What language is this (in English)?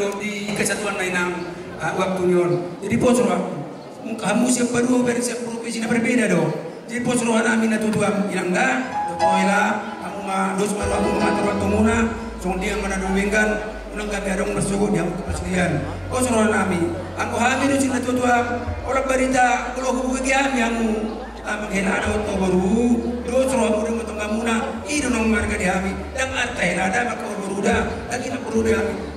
Batak Toba